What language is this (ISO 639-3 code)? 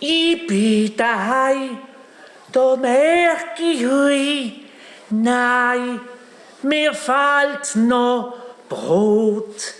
gsw